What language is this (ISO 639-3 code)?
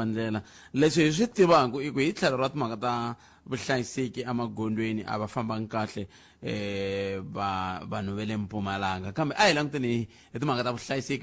tso